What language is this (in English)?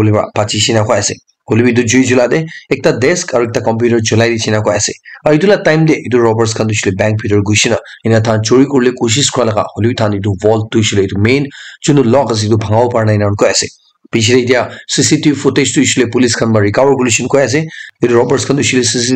Naga Pidgin